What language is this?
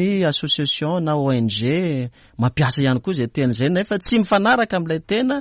Malagasy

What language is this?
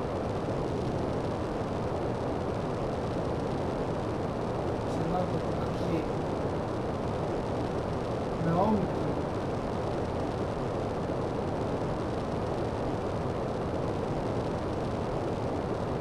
Greek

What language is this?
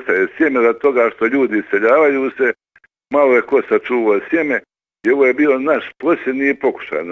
Bosnian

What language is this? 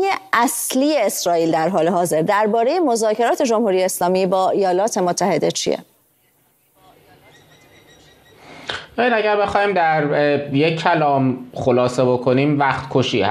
Persian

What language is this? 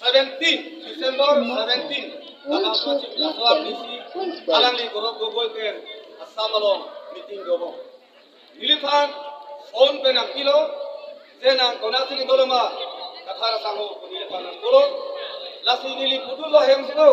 Karbi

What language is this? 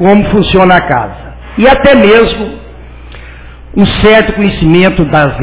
Portuguese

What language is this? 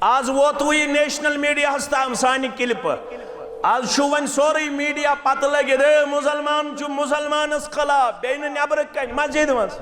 Kashmiri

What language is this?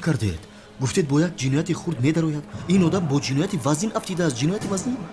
Tajik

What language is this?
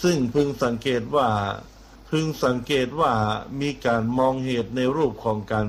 Thai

